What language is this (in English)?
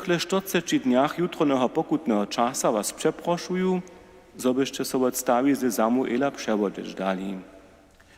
Upper Sorbian